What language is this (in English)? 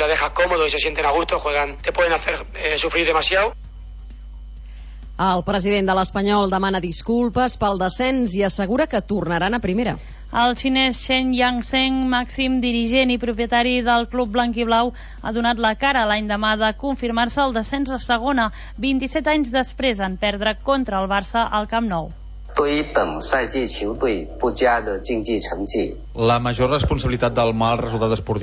Catalan